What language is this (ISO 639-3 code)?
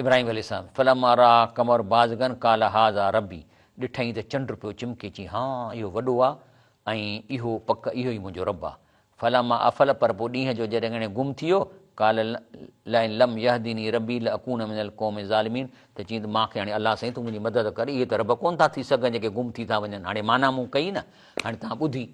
snd